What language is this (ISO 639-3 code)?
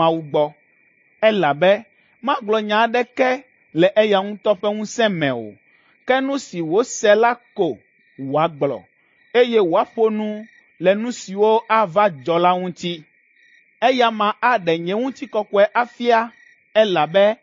ewe